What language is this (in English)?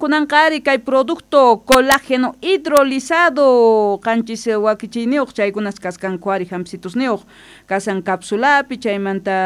South Bolivian Quechua